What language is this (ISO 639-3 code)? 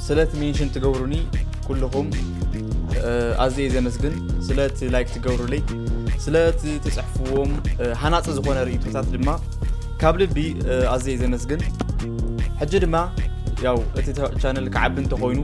tir